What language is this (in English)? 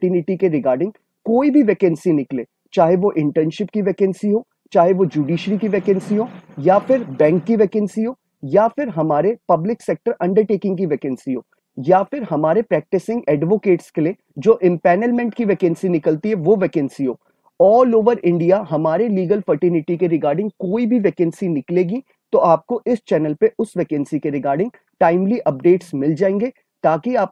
Hindi